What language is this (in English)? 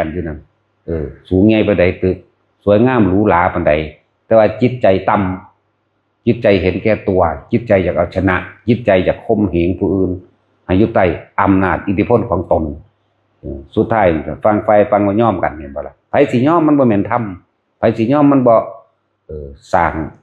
Northeastern Thai